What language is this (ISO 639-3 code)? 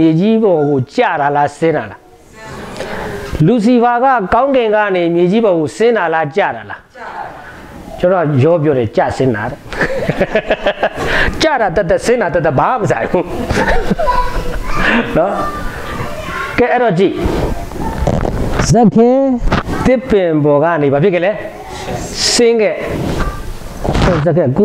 mya